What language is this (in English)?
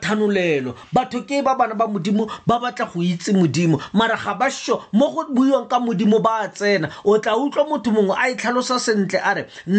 Tswana